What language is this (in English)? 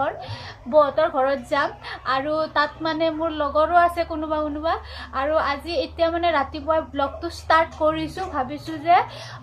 Assamese